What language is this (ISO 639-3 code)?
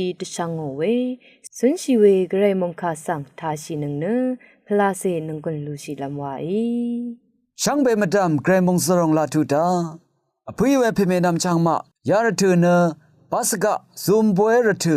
raw